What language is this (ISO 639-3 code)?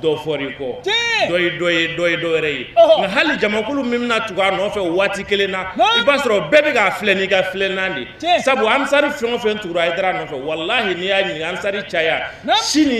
bam